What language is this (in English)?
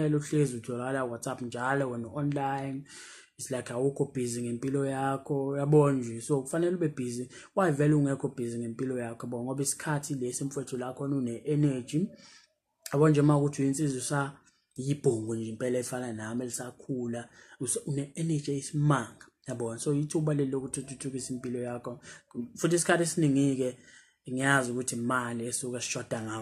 Zulu